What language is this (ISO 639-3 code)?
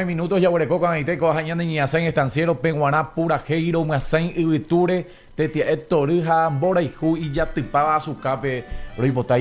grn